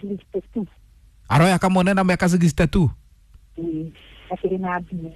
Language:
Kikuyu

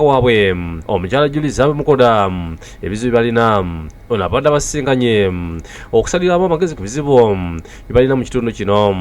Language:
Ganda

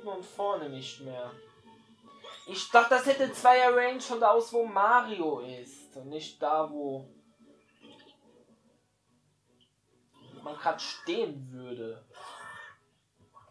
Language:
German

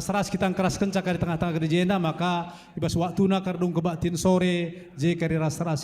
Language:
Batak Karo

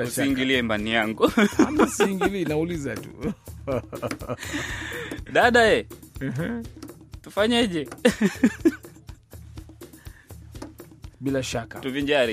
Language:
Swahili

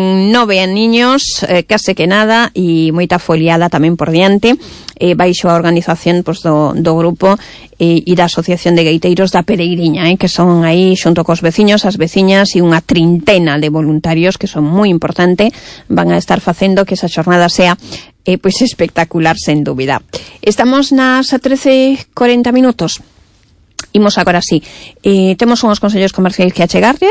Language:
Galician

